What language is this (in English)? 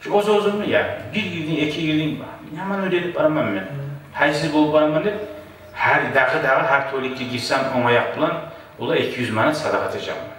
Kumyk